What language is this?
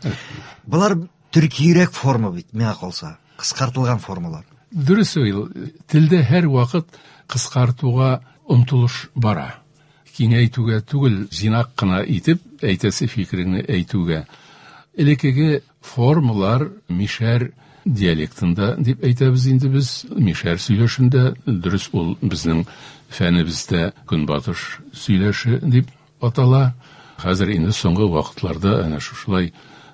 Tatar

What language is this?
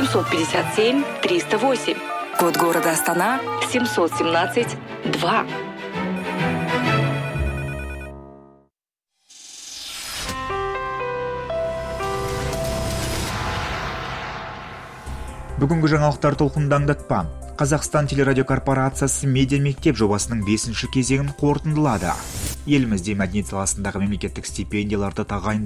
Kazakh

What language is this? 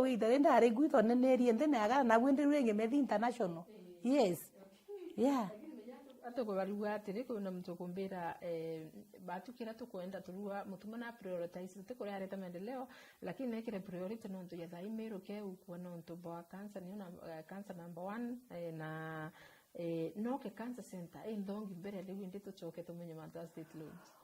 Meru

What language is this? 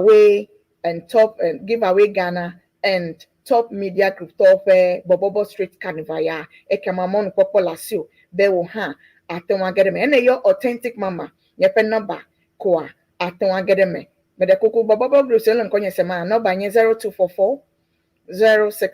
Ewe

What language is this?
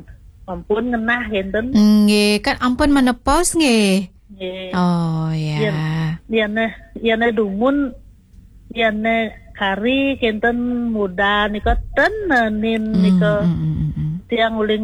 Balinese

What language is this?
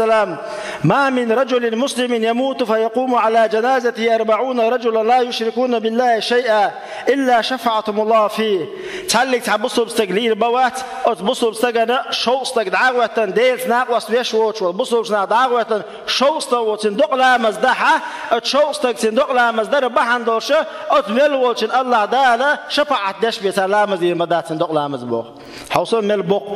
Chechen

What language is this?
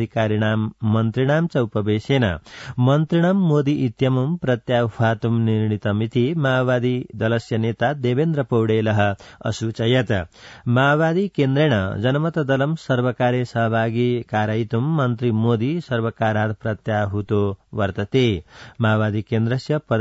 Sanskrit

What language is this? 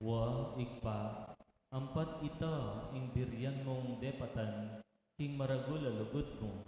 Pampanga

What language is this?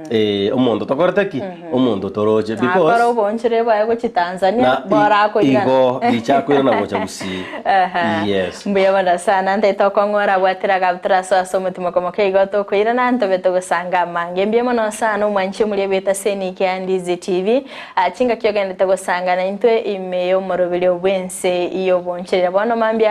Gusii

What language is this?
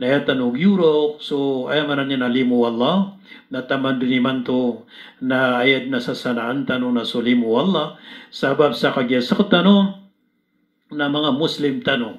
Maranao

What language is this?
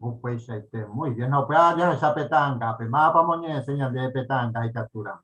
Guarani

